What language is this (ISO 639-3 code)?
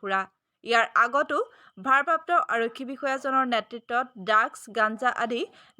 asm